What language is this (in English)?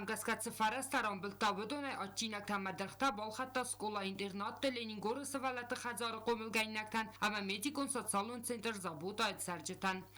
Ossetic